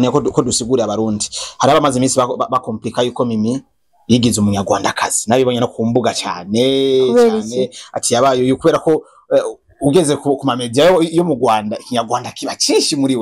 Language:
Rundi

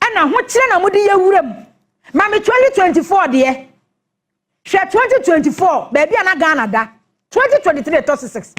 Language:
Akan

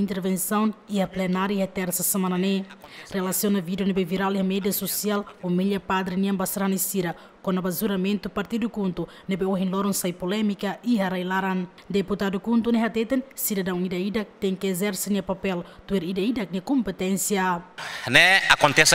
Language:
Tetum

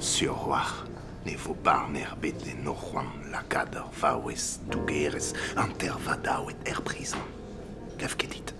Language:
Breton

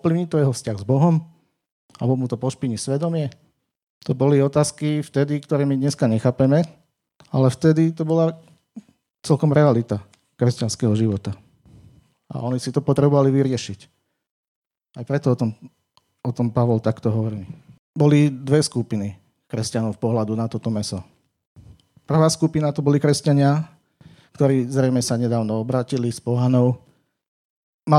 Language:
Slovak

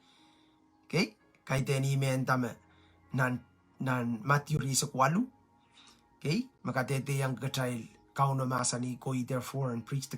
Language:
Pohnpeian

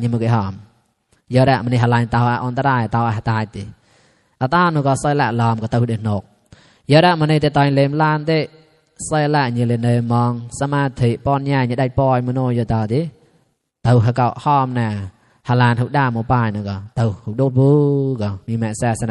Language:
Mon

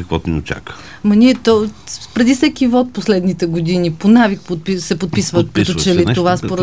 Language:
Bulgarian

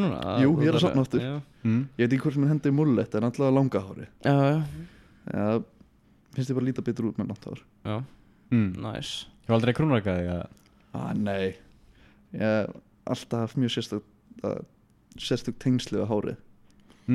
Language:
Icelandic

